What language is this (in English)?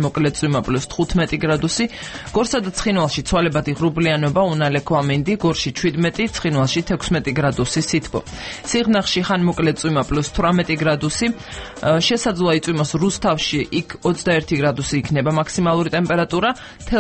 Georgian